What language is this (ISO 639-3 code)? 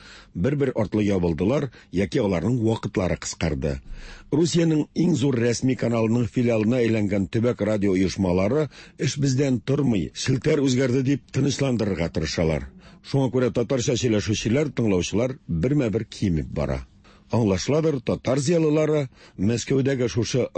tat